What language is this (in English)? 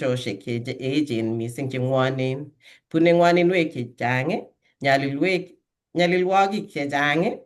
Kalenjin